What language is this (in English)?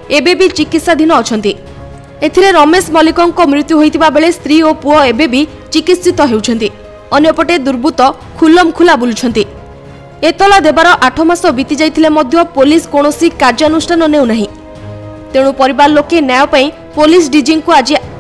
Odia